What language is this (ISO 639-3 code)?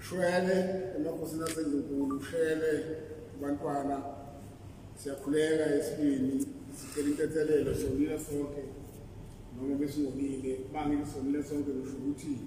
zul